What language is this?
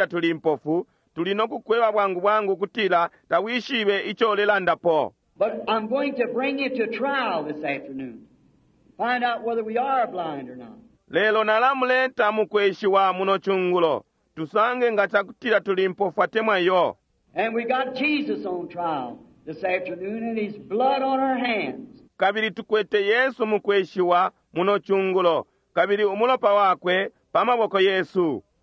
Bemba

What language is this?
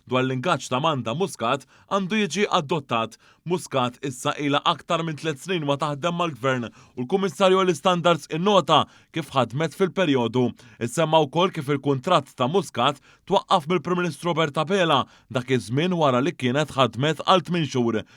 Maltese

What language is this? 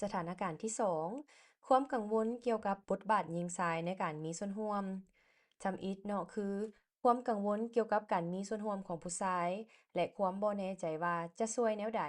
Lao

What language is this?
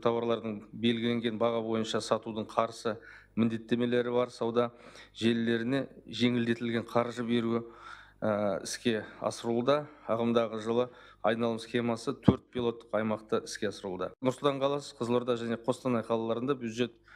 Kazakh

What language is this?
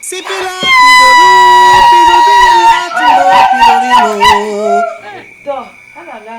Basaa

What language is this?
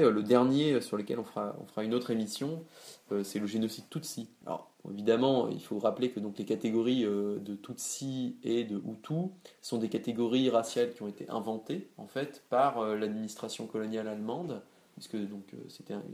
French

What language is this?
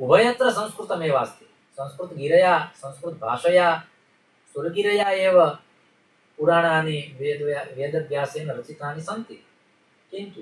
Sanskrit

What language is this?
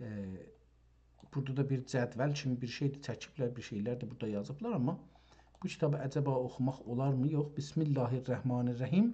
South Azerbaijani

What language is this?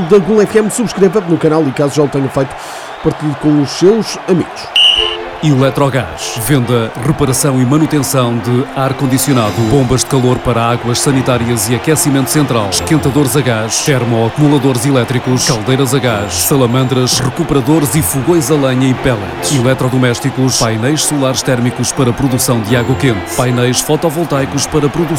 Portuguese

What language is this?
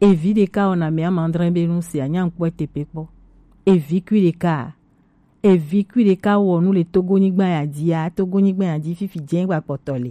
Gen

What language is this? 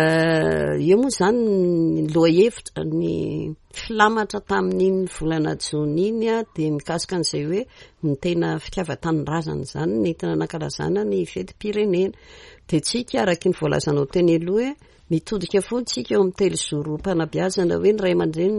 Malagasy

